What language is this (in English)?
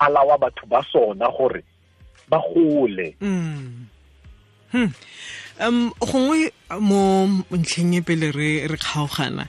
Tswana